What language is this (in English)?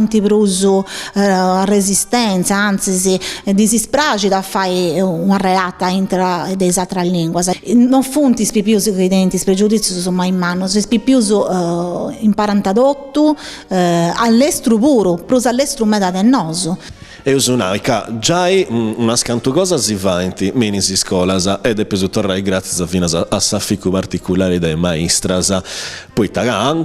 Sardinian